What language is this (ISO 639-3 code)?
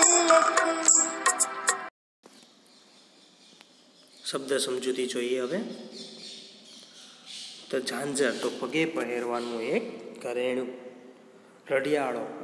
guj